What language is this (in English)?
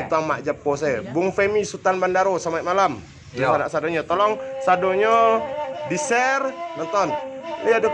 Minangkabau